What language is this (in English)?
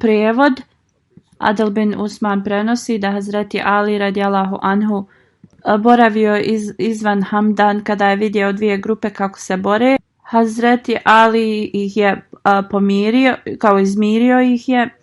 Bosnian